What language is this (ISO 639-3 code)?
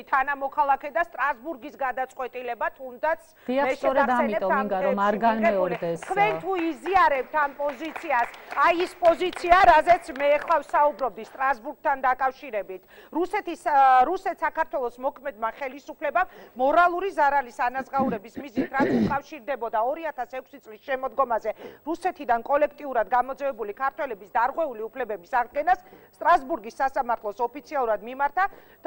kat